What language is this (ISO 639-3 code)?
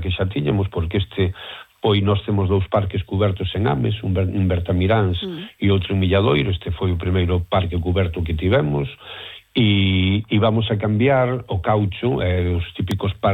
glg